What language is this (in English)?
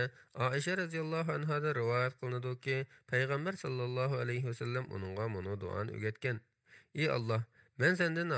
Uyghur